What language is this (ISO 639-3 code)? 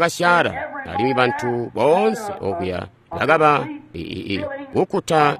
toi